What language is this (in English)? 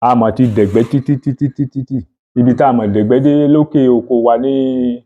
Yoruba